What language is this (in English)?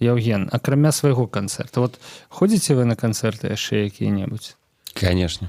Belarusian